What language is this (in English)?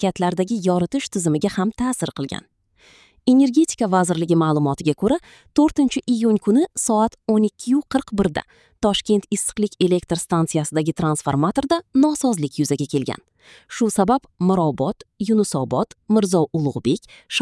Uzbek